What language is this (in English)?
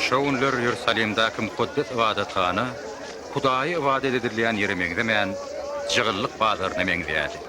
Turkmen